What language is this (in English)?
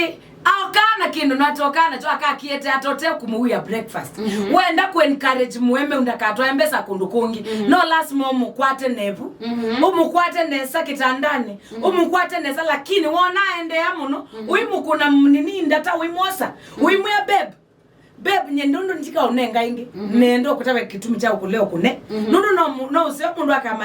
Kamba